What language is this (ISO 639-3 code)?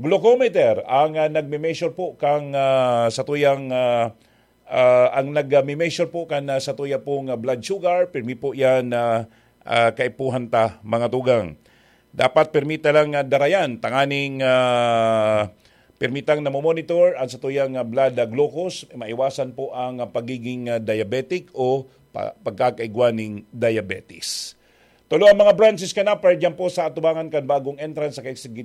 bik